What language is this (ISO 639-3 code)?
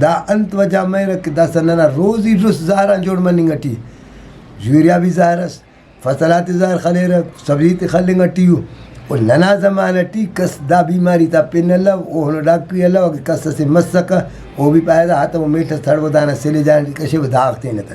brh